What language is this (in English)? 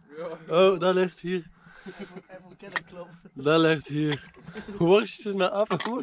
Dutch